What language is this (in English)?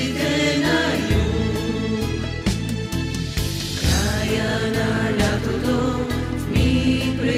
Bulgarian